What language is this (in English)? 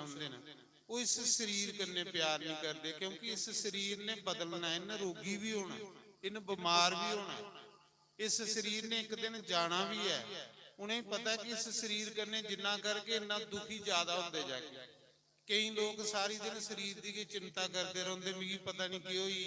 Dogri